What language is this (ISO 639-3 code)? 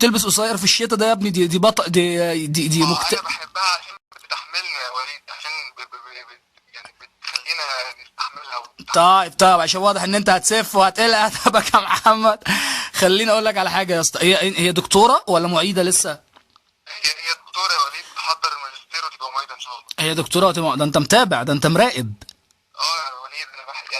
arz